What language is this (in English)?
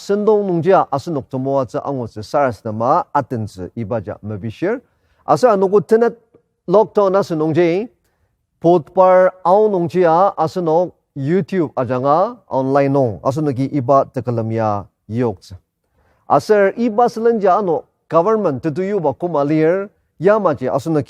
Ao Naga